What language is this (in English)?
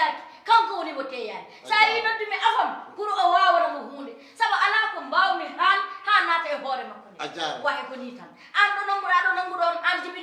Fula